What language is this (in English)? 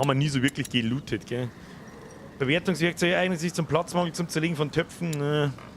Bavarian